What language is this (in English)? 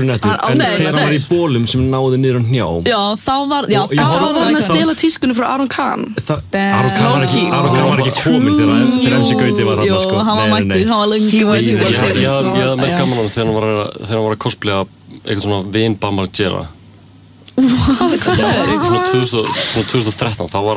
Icelandic